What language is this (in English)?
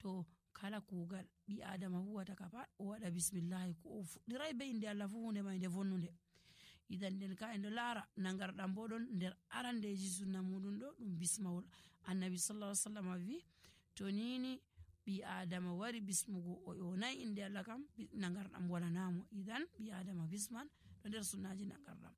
Nigerian Fulfulde